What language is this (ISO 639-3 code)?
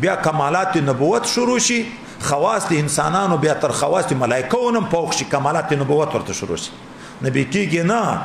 pus